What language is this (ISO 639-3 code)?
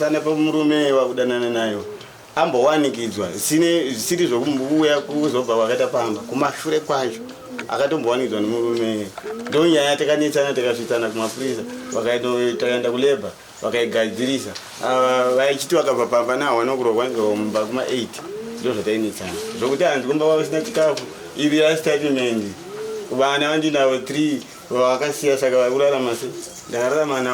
sna